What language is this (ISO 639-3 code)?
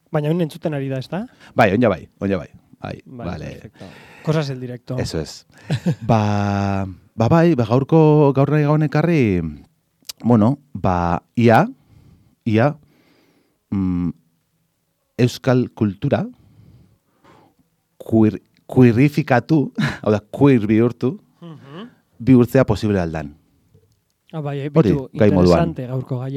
eus